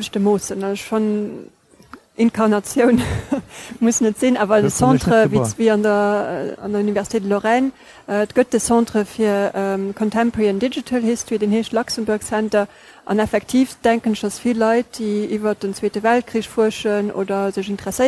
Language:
Luxembourgish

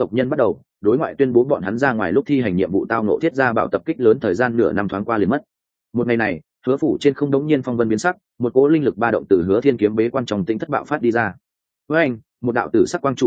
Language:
Vietnamese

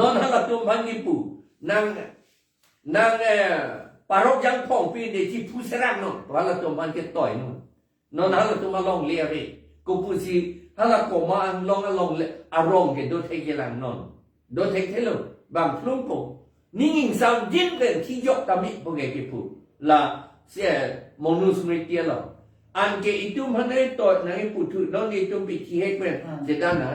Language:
Karbi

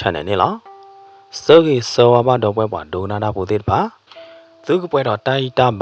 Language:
S'gaw Karen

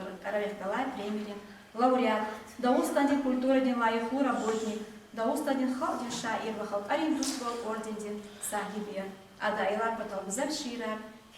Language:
Lezghian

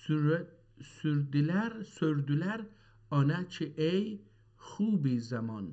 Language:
South Azerbaijani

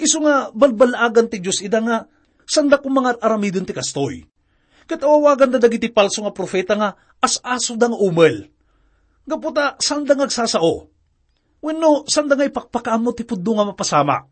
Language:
Iloko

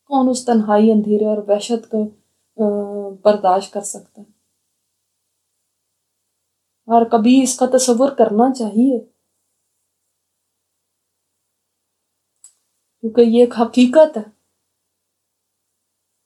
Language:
Urdu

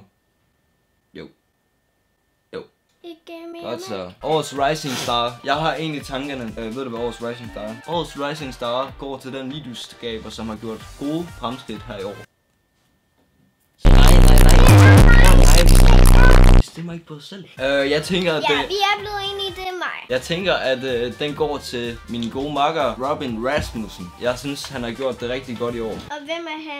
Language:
Danish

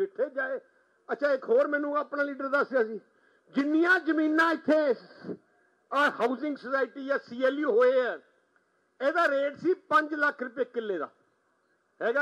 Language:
Punjabi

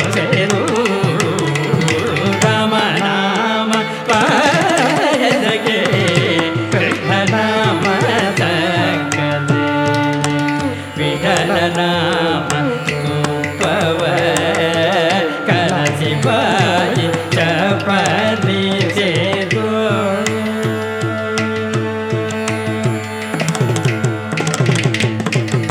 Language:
Kannada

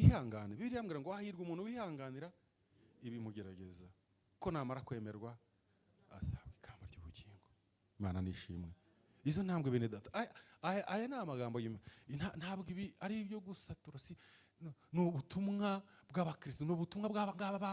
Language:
Kinyarwanda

